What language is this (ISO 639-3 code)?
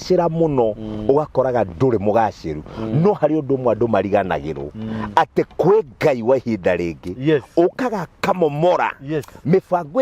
kik